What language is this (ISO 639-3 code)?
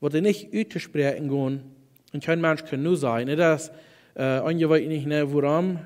pdt